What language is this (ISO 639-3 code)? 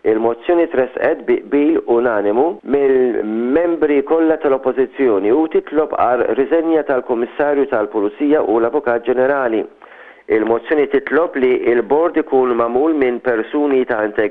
mlt